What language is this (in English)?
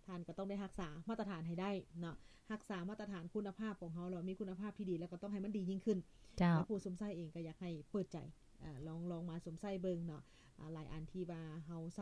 Lao